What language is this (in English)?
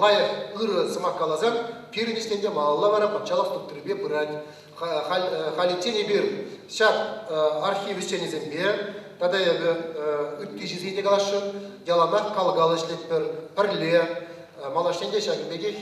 Chuvash